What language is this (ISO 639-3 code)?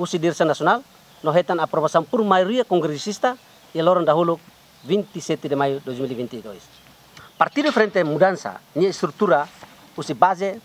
tet